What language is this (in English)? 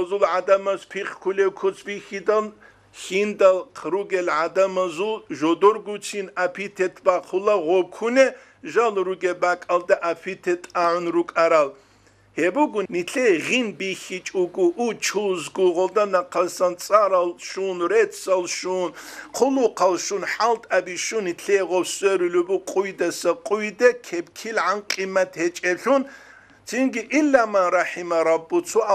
Avaric